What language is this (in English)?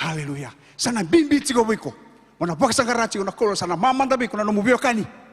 Fijian